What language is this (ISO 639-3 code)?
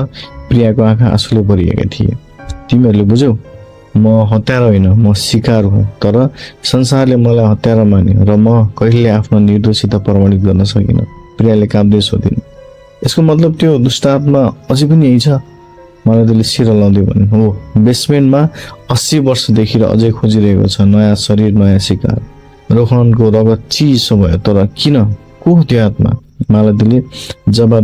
nep